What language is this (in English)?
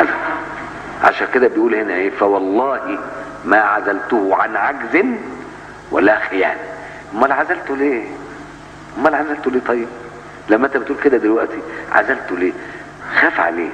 Egyptian Arabic